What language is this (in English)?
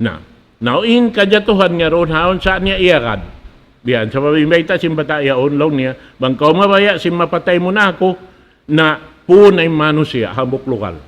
Tausug